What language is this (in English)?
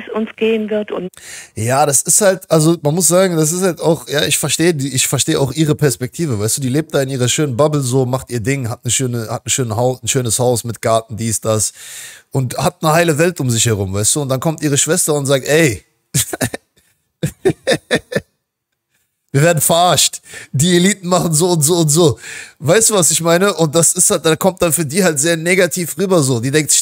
German